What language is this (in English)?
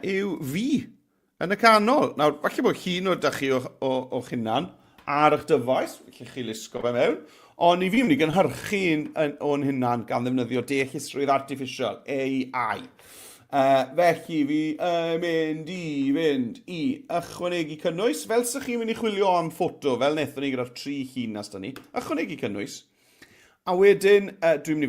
Welsh